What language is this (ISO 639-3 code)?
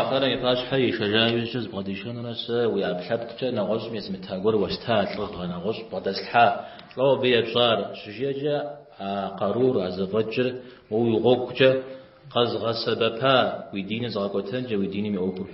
kbd